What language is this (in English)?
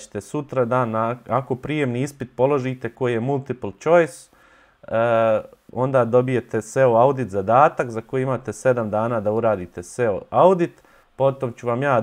Bosnian